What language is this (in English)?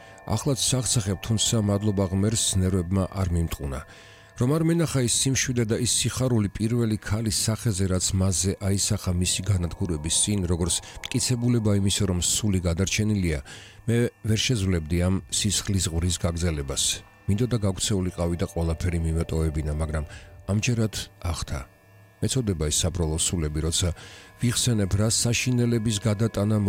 Georgian